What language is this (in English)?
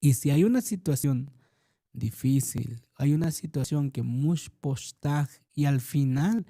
Tzotzil